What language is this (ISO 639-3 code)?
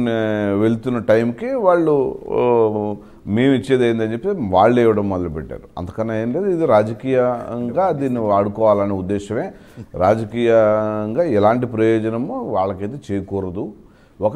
tel